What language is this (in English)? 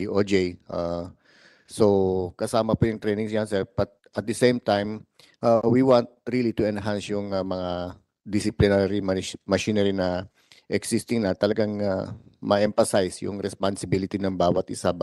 Filipino